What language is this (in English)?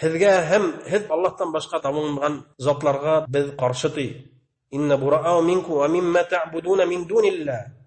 Bashkir